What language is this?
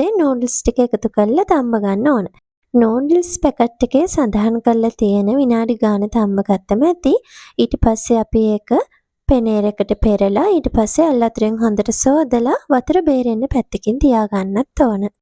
Sinhala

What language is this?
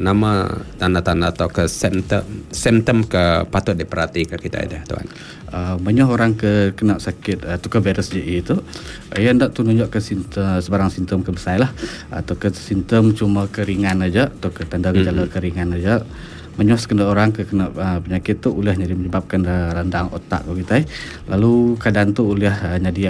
Iban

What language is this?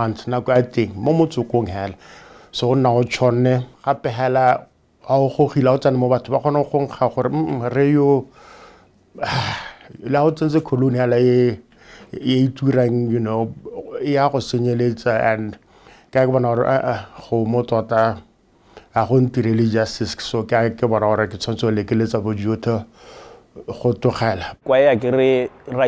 Tswana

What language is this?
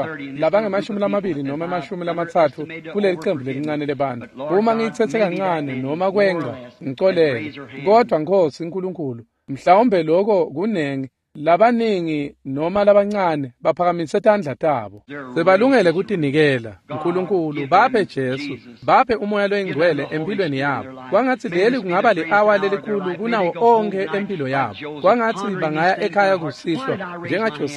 Swati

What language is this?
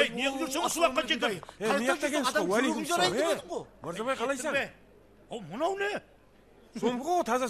Kara-Kalpak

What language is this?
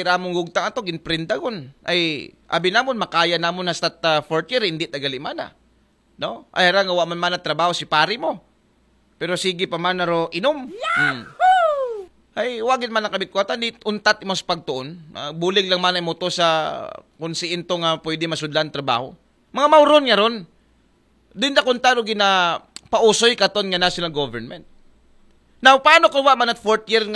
Aklanon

